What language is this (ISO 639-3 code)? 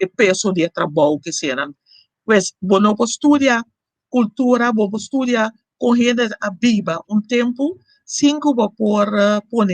pap